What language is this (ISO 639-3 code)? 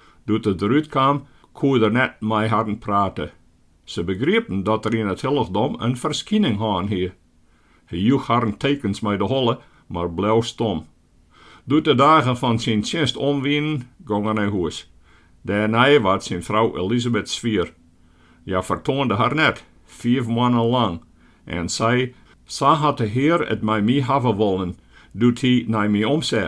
fry